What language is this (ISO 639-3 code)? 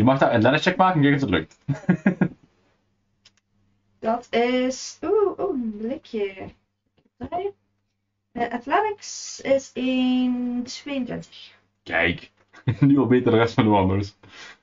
nld